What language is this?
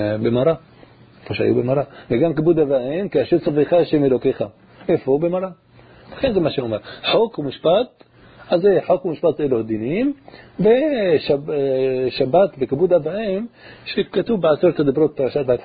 Hebrew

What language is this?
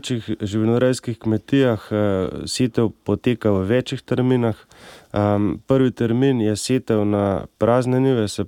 Slovenian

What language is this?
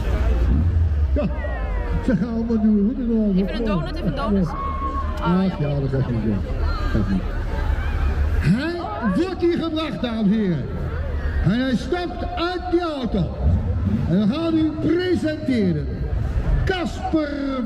Dutch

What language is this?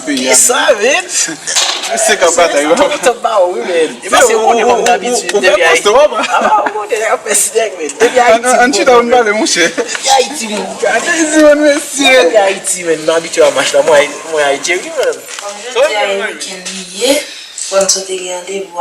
Haitian Creole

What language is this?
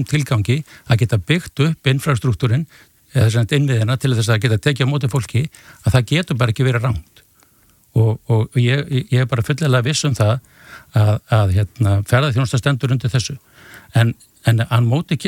Icelandic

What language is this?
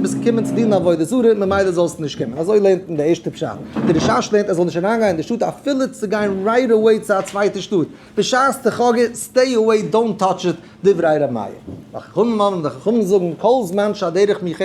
Yiddish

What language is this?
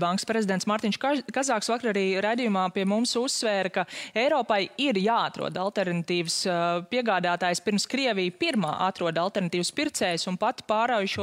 Latvian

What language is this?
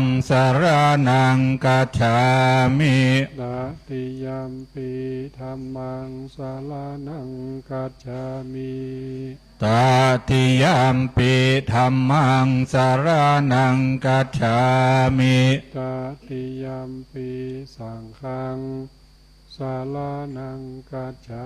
Pali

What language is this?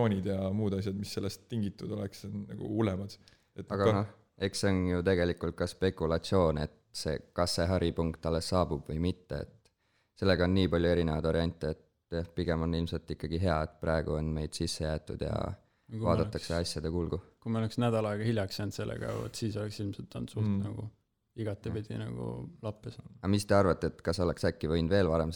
Estonian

